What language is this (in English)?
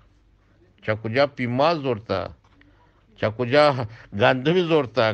Eastern Balochi